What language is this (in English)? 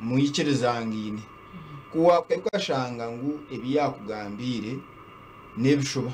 Nyankole